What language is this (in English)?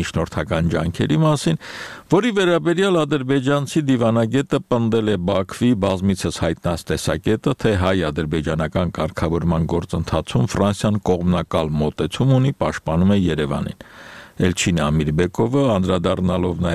Armenian